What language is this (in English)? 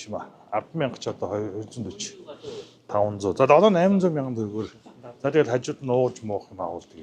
Mongolian